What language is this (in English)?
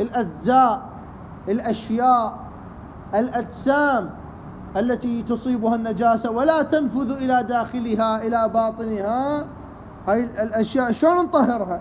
Mesopotamian Arabic